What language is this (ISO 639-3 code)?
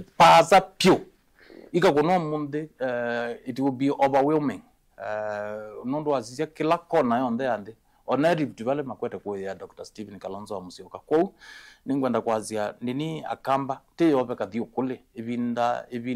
kam